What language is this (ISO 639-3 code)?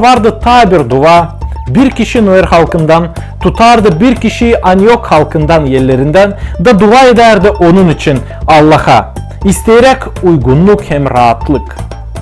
gag